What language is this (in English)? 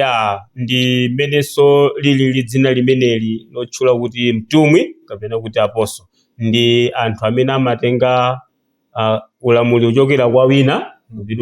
Nyanja